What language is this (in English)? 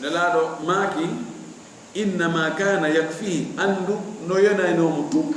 Fula